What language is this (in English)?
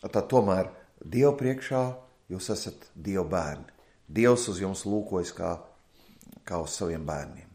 Latvian